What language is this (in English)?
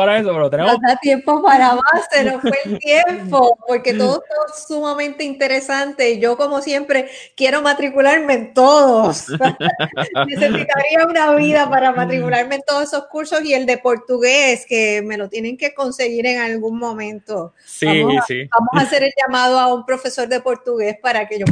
Spanish